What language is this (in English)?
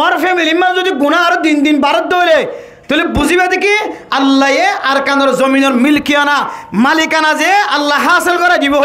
Rohingya